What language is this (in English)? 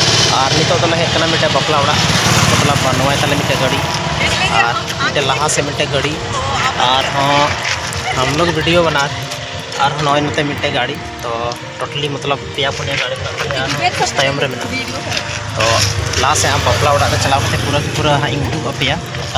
Santali